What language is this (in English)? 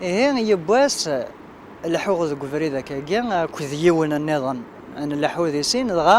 Kabyle